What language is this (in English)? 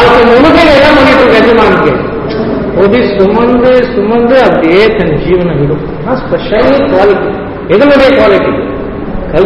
Tamil